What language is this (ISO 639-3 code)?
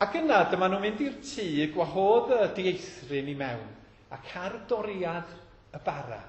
cym